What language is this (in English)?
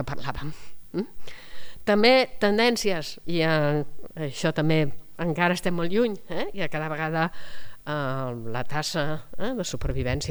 Catalan